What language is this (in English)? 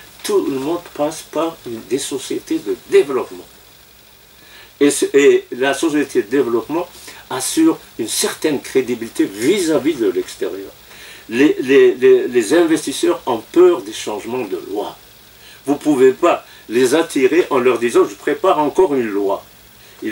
French